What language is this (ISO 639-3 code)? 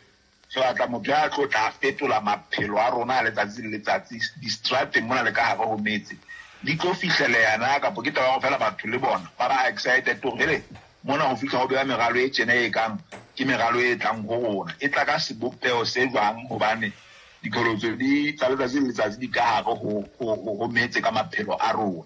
sot